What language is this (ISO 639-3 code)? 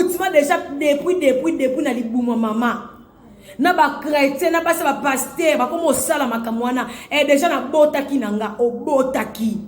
lin